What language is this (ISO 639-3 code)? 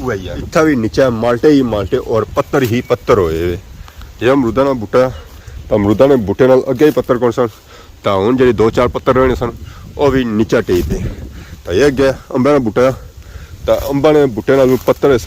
phr